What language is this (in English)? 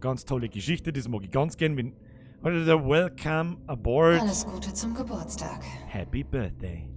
Bavarian